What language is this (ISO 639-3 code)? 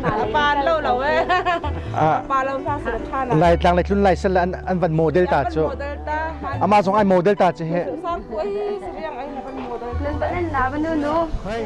cnh